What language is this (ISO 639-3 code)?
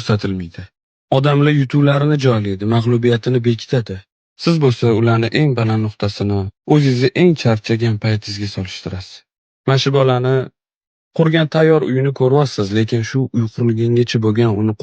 uzb